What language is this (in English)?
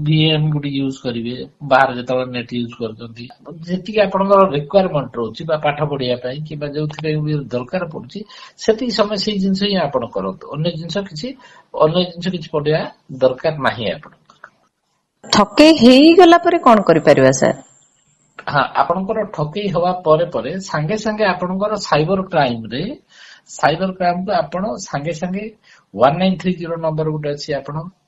Odia